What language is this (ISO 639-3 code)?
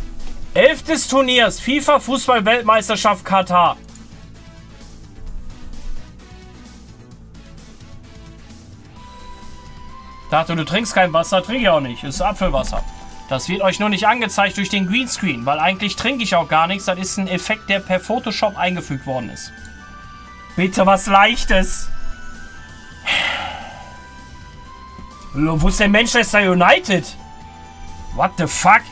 deu